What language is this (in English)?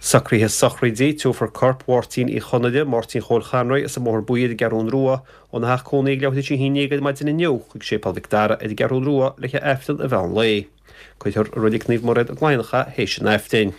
Irish